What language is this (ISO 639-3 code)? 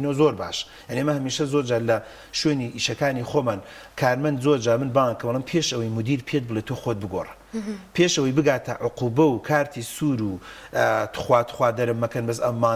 ckb